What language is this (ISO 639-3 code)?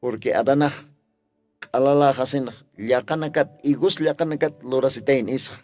aym